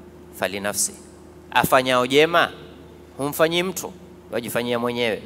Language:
Swahili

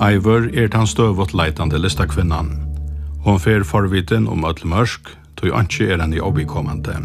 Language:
Faroese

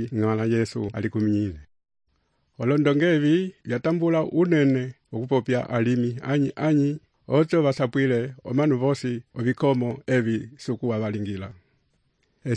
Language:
Umbundu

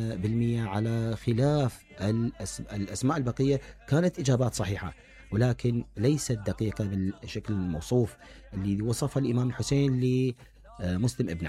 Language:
Mesopotamian Arabic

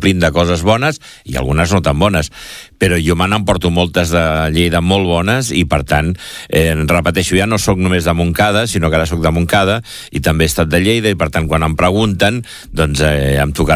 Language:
Catalan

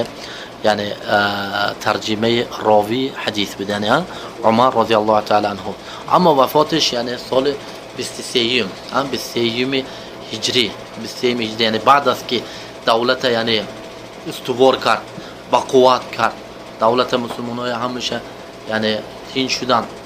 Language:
Tajik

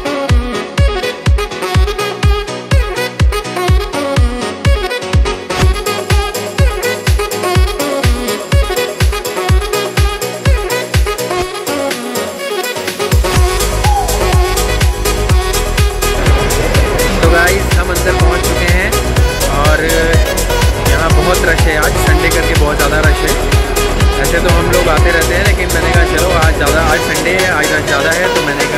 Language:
Hindi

